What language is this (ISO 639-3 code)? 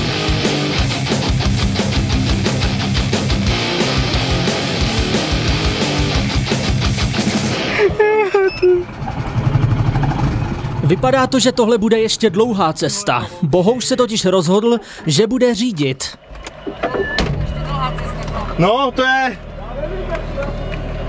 ces